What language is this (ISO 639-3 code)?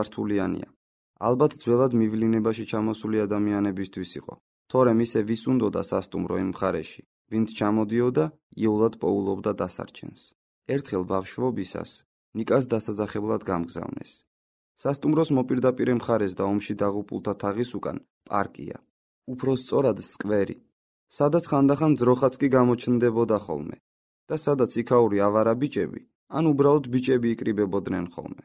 kat